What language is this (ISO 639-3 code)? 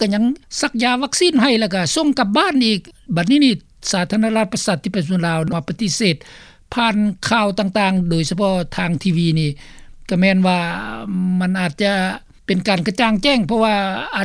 lao